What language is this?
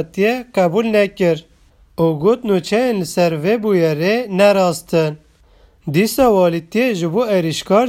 Kurdish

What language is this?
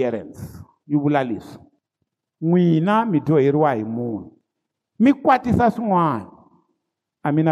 Tsonga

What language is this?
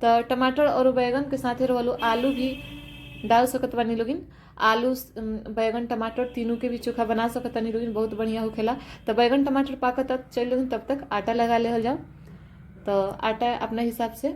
Bhojpuri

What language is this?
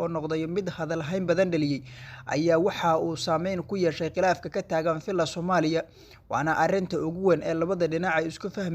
Somali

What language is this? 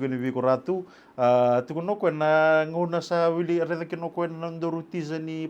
Fijian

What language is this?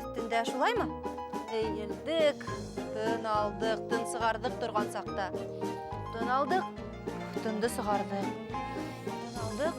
Bashkir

